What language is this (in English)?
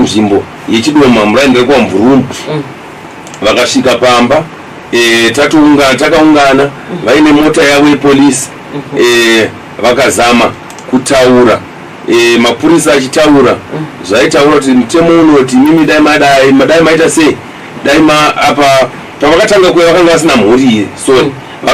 Shona